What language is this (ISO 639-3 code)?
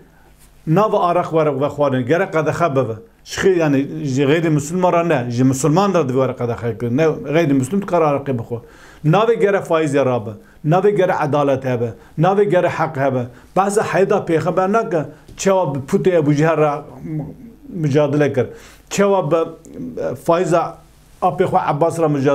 kur